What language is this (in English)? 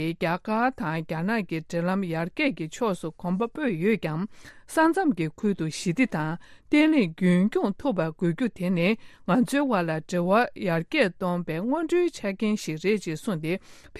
Tibetan